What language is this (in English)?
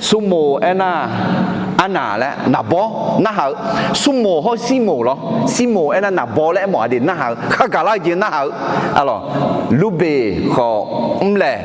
Akha